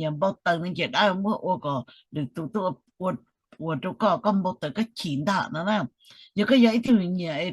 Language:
Hmong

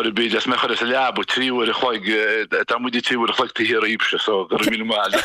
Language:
Irish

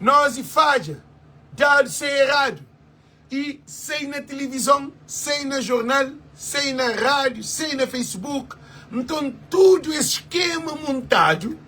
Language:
Kabuverdianu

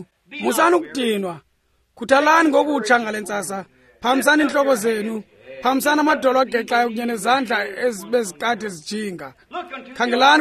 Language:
Xhosa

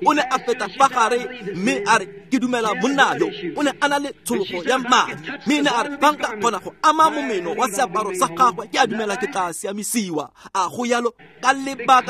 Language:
Tswana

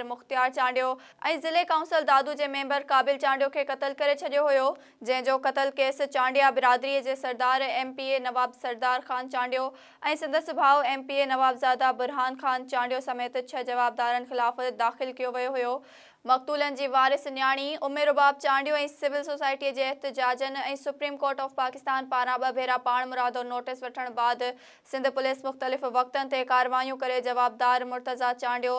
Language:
Sindhi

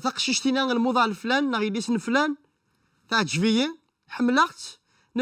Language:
Kabyle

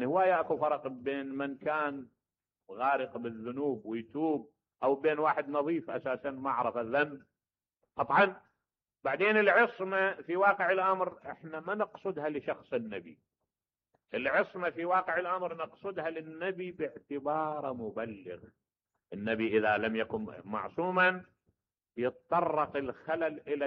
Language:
Mesopotamian Arabic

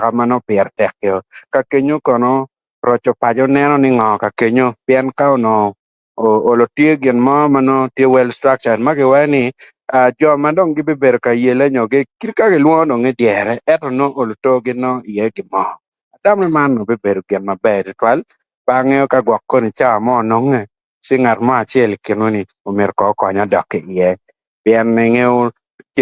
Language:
Acoli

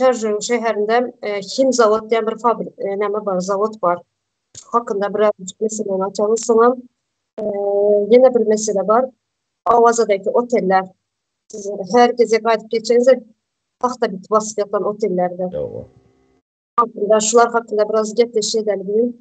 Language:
Turkmen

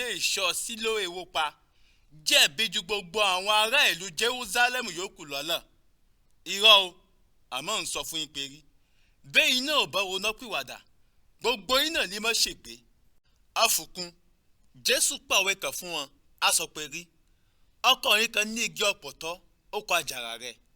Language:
Yoruba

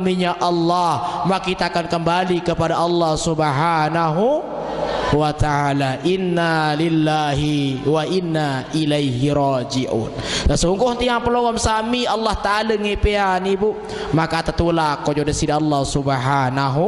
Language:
Sasak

